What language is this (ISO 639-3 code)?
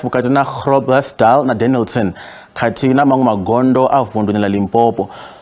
ven